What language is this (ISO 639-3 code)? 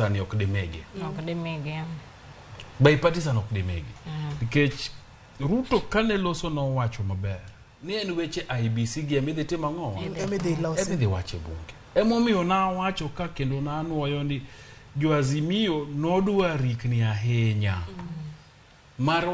luo